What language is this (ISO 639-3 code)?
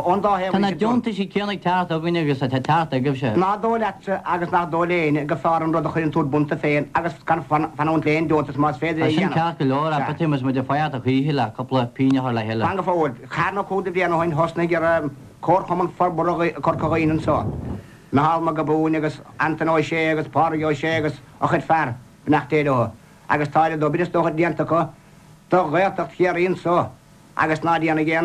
gle